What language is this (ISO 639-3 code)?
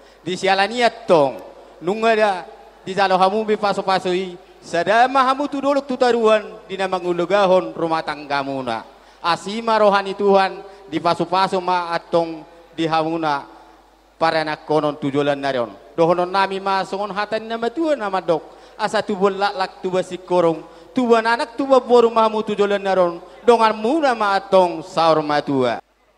bbc